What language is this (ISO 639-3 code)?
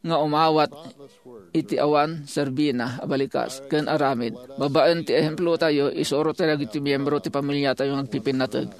ilo